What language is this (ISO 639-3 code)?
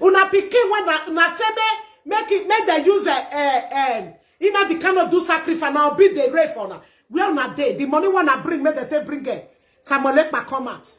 pcm